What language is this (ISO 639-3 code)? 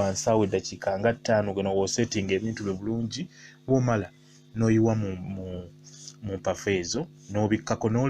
lug